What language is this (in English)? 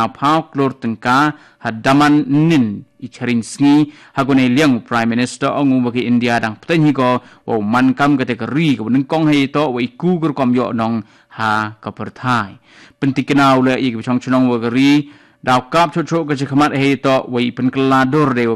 Khasi